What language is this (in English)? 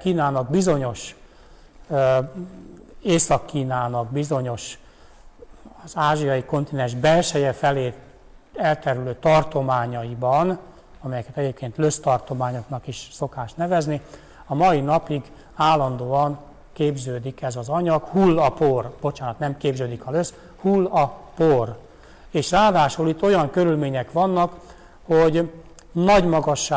Hungarian